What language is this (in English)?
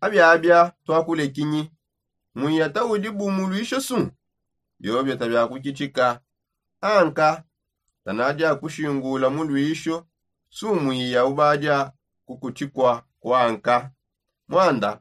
Songe